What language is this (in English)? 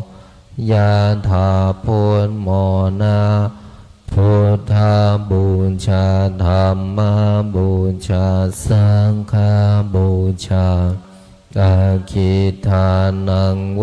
Pali